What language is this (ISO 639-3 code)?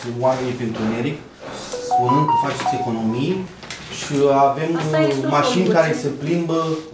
ron